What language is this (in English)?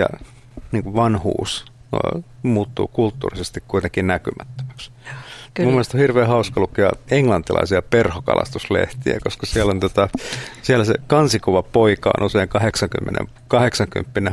Finnish